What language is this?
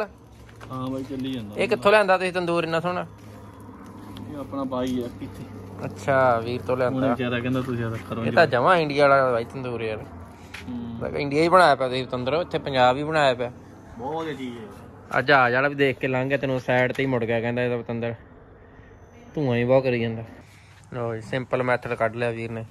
Punjabi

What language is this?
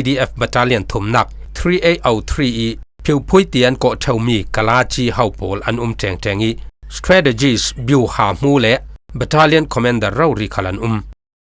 Falam Chin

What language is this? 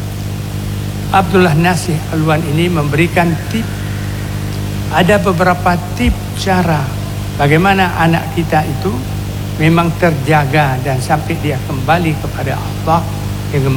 Indonesian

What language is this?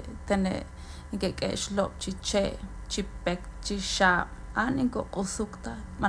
Kekchí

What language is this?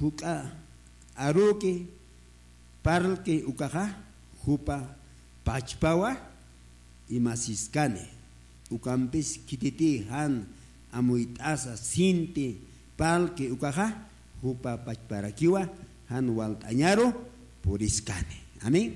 Aymara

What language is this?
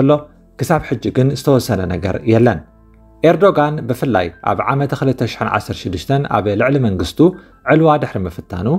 Tigrinya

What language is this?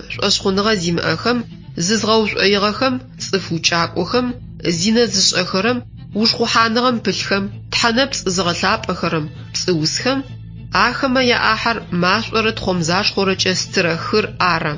Adyghe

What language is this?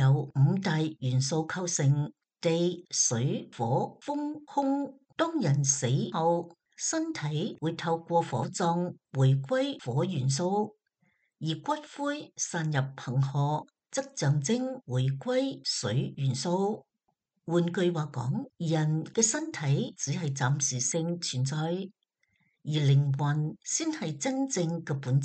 Cantonese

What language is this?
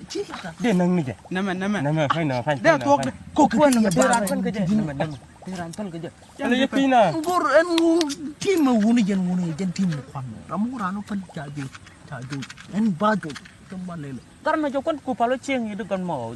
Nuer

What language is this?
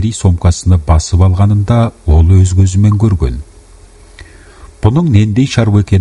Kazakh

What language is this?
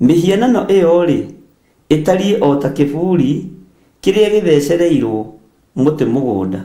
Kikuyu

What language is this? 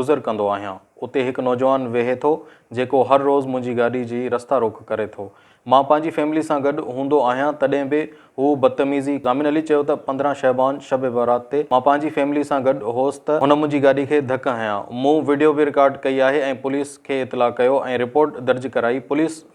Sindhi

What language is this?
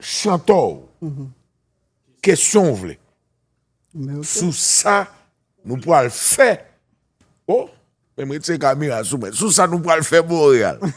Haitian Creole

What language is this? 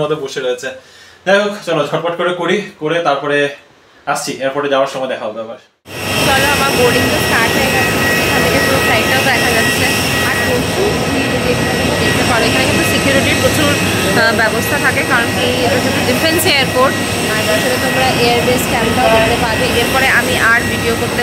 Bangla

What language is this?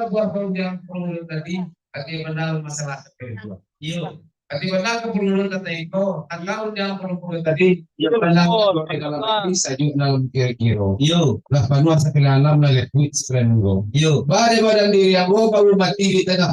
Minangkabau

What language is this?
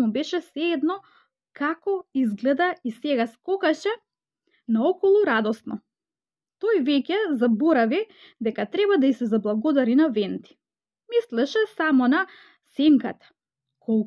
Macedonian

